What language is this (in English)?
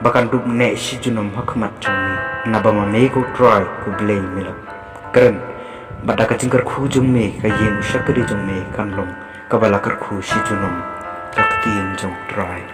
Khasi